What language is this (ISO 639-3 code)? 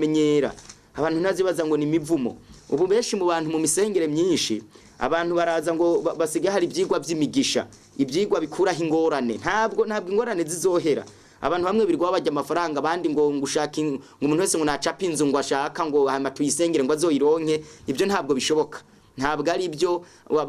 run